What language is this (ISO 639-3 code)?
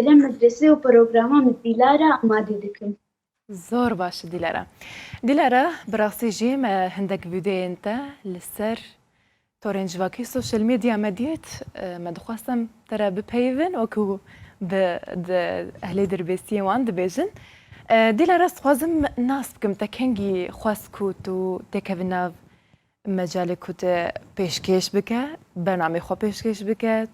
kur